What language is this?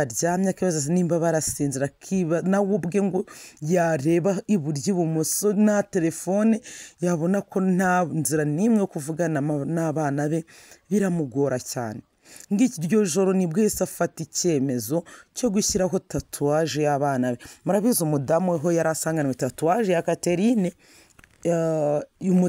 Kinyarwanda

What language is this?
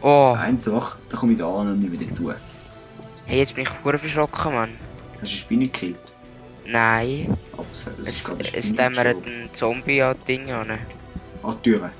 Swiss German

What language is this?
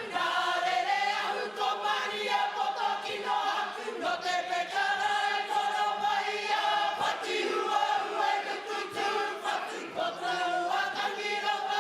Māori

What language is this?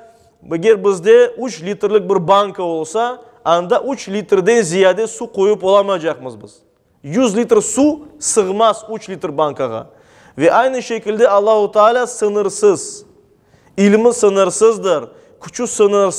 Crimean Tatar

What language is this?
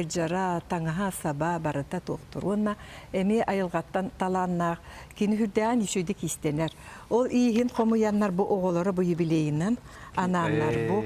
Yakut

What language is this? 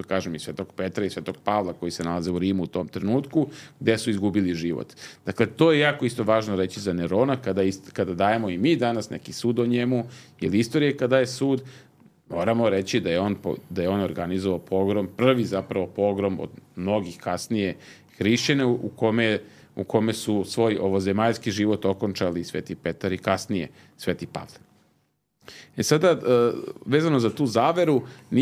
Serbian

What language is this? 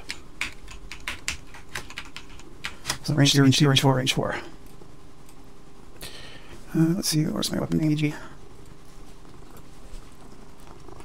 English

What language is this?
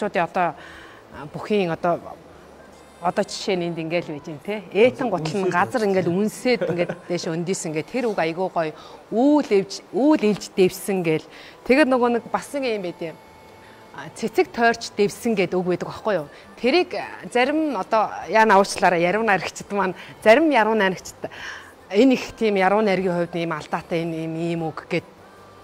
Mongolian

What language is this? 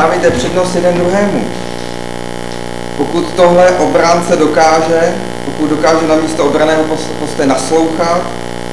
Czech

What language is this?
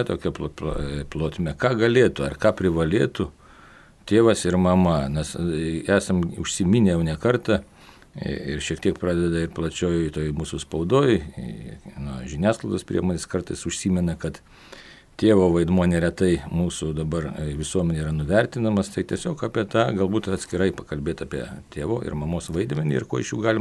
Lithuanian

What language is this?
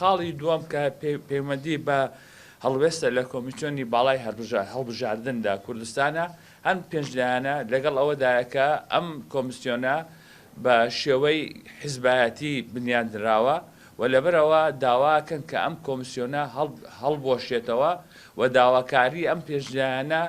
Central Kurdish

